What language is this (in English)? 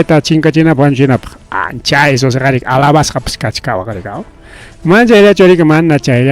Ayacucho Quechua